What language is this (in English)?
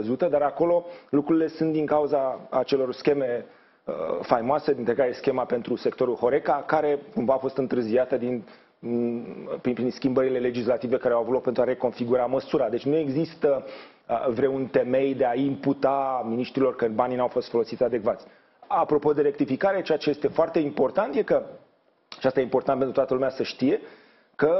Romanian